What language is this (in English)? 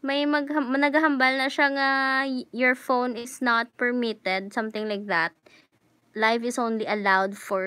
Hiligaynon